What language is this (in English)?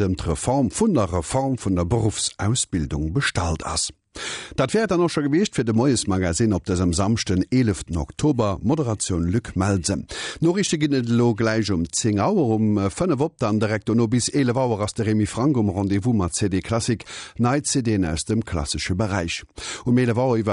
Luxembourgish